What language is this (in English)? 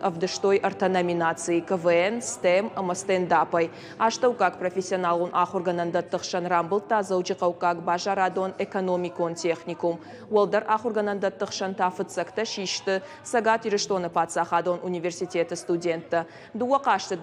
Ossetic